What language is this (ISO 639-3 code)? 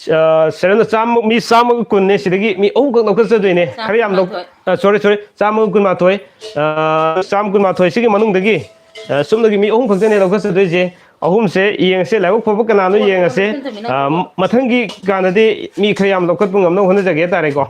mni